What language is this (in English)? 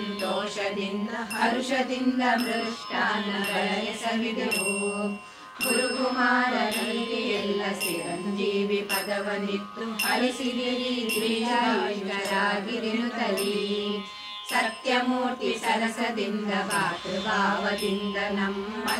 Kannada